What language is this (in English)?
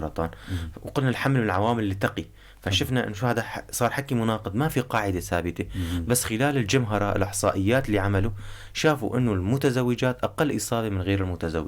North Levantine Arabic